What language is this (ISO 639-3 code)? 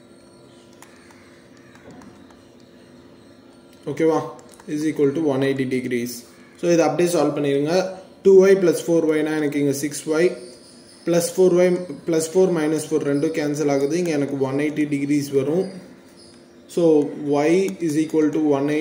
tam